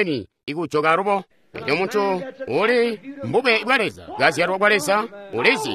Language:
Tonga (Zambia)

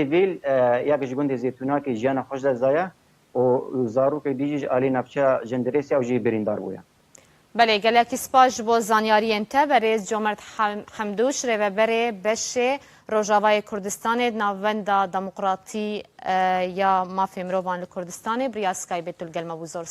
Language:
Kurdish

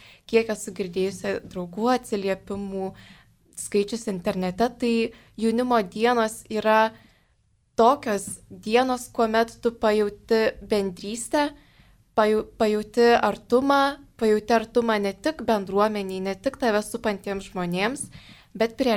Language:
Lithuanian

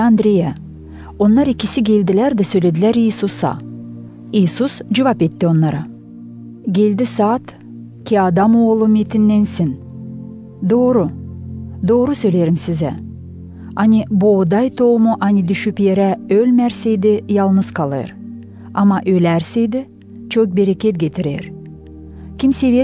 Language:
Gagauz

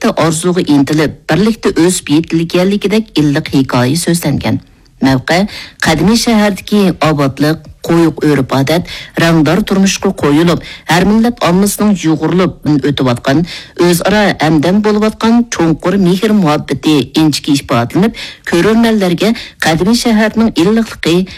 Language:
Uyghur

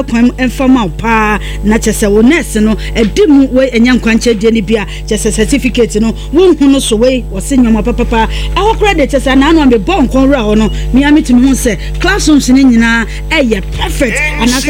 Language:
Akan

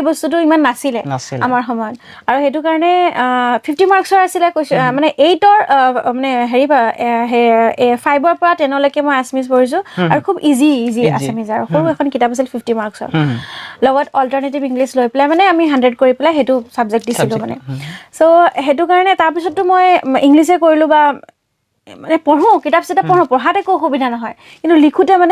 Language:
Assamese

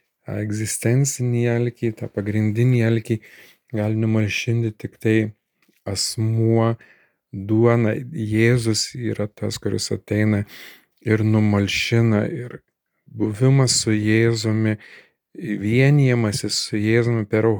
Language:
Lithuanian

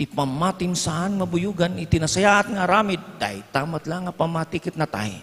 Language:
Iloko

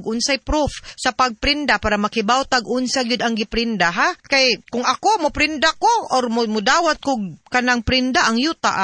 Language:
Cebuano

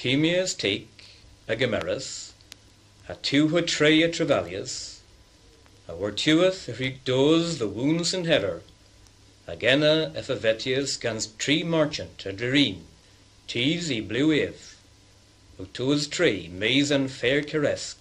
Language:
Cornish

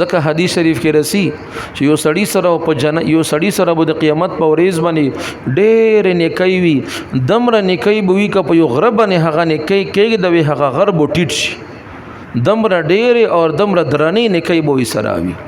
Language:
Pashto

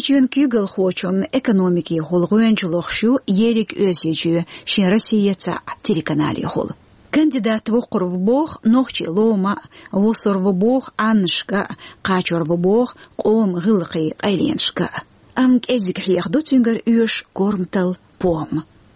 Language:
Chechen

